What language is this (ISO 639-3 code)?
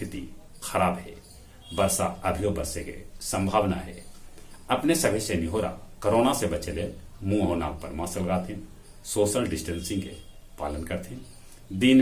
mag